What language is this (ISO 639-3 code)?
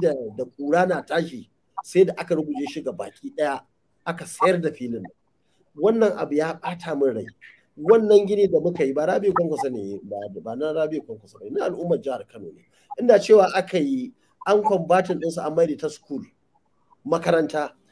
hau